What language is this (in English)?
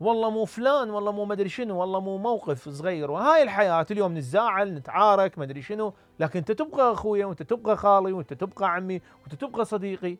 Mesopotamian Arabic